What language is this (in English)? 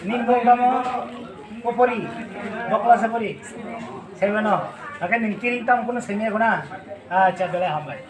Kok Borok